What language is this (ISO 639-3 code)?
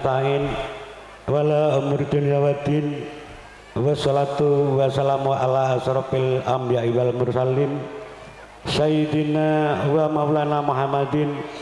jav